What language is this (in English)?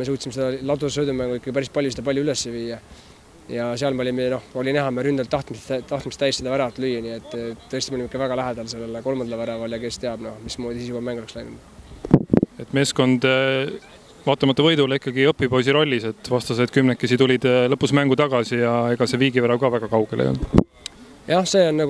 Estonian